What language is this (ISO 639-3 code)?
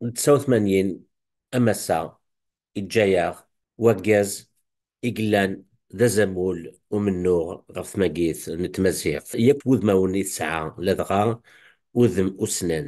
kab